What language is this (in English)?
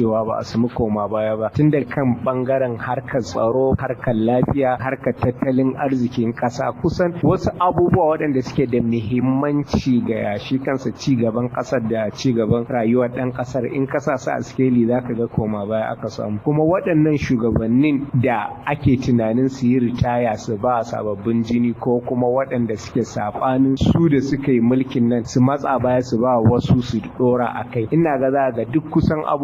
Hausa